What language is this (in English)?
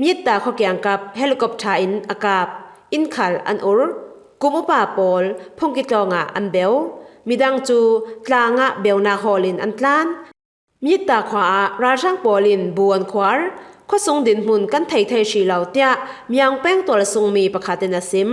Falam Chin